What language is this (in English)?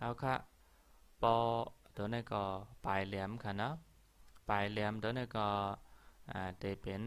Shan